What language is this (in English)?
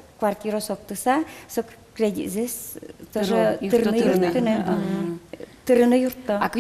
Udmurt